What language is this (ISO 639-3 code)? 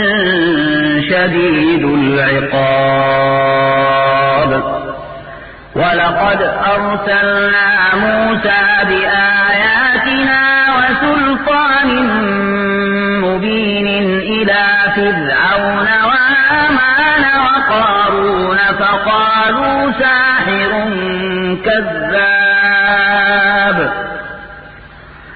ara